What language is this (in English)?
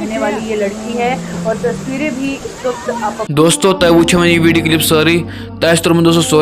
Kashmiri